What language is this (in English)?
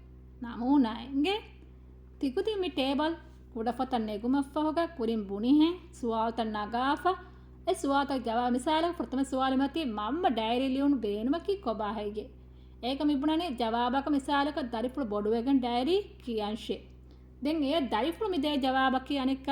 Divehi